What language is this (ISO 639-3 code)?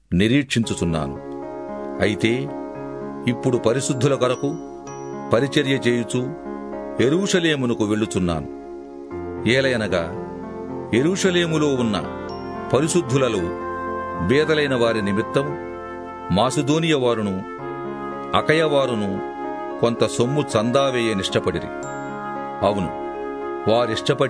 tel